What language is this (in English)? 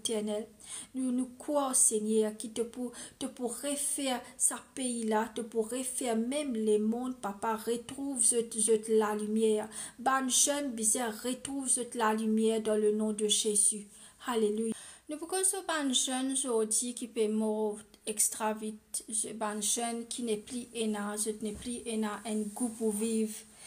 Morisyen